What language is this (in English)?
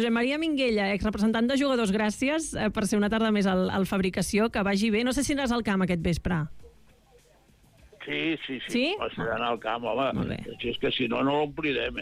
Catalan